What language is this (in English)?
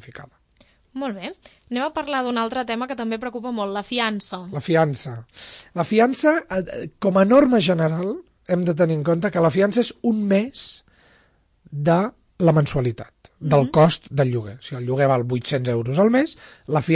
Catalan